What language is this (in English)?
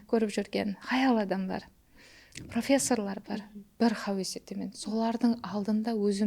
Kara-Kalpak